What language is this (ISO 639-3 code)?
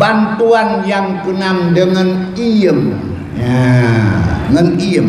ace